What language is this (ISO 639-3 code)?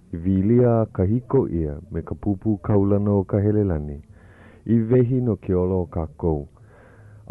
haw